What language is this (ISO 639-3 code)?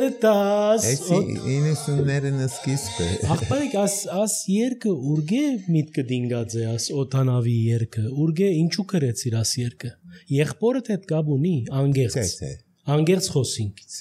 hye